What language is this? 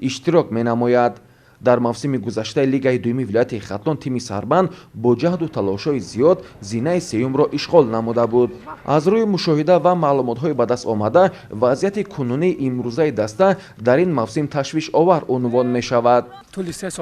Tajik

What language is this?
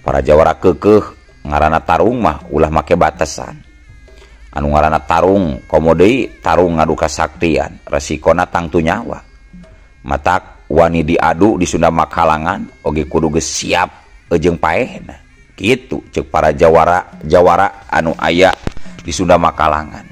Sundanese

